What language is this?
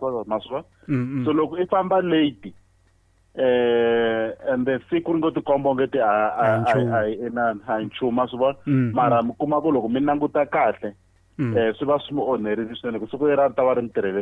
Tsonga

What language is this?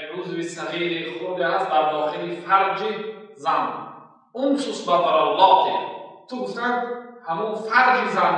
Tajik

